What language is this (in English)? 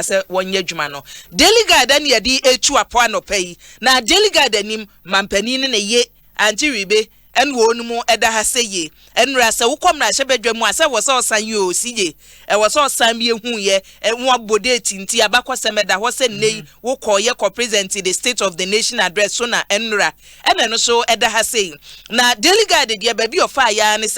Akan